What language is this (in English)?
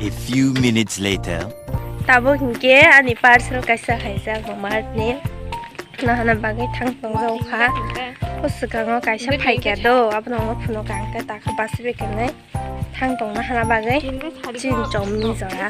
Kok Borok